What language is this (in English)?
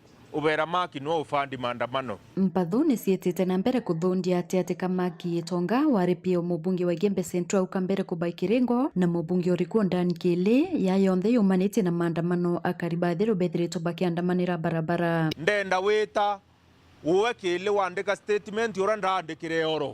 Meru